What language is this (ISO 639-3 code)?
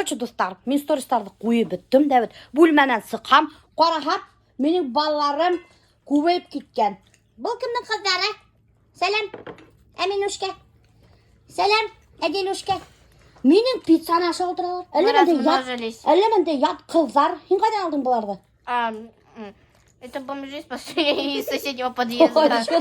bak